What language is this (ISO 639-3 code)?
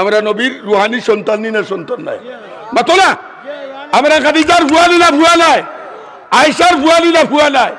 syl